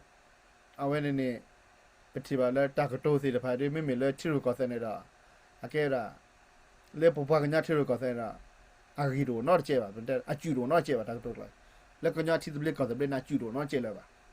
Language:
S'gaw Karen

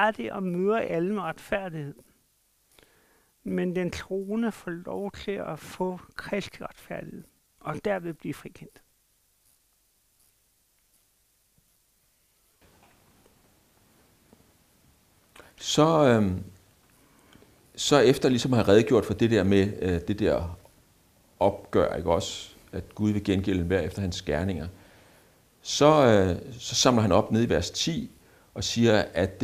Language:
Danish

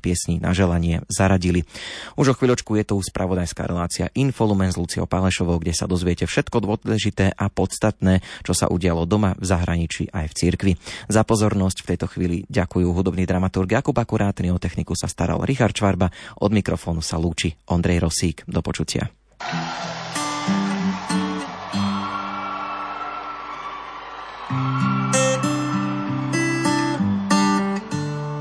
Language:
Slovak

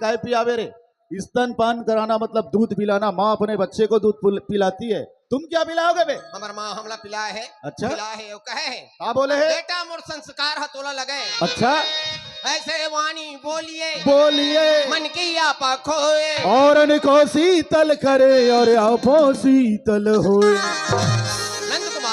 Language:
Chhattisgarhi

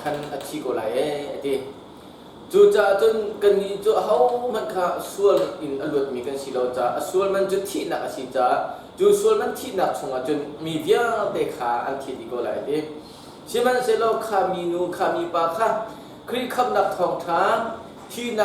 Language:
Hakha Chin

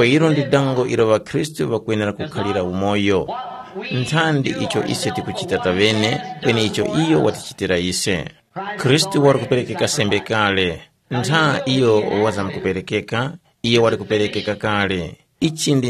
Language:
Tumbuka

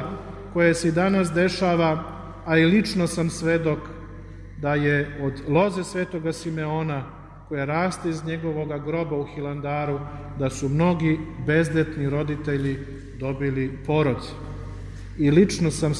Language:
Serbian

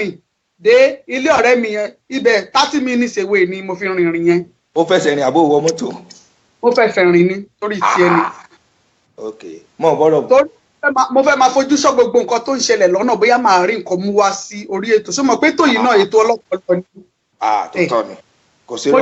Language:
Yoruba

